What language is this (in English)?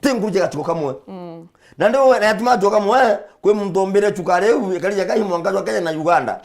Meru